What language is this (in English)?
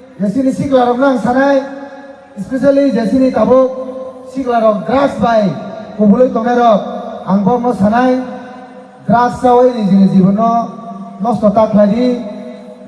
Kok Borok